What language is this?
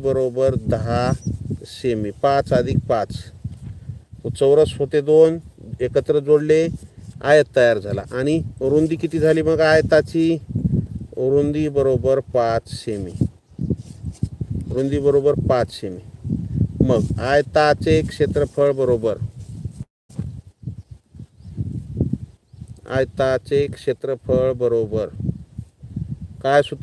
Marathi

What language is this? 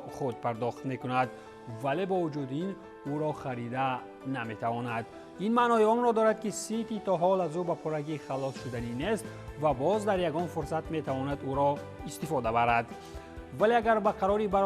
Tajik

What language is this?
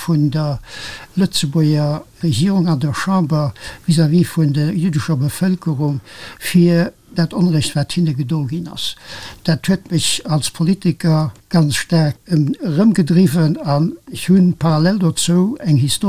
Luxembourgish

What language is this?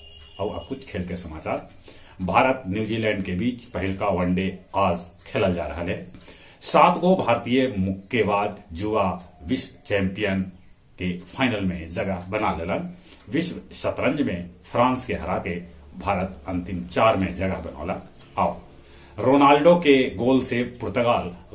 Magahi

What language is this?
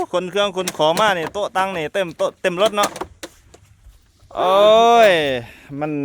Lao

